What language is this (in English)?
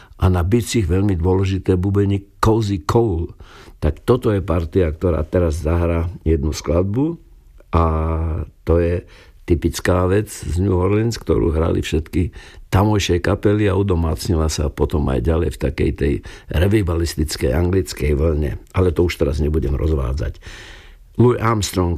Slovak